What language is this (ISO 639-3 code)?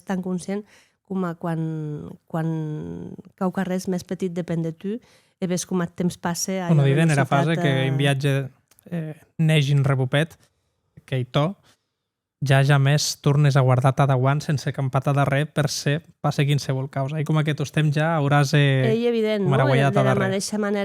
oci